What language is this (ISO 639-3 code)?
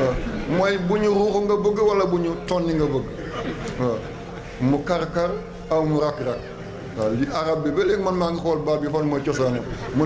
wol